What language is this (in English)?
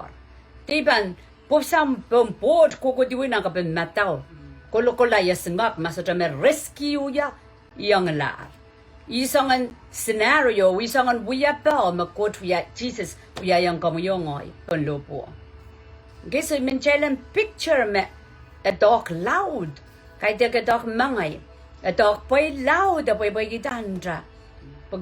Pohnpeian